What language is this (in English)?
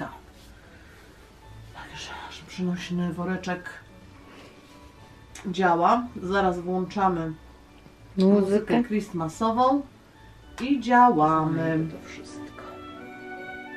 Polish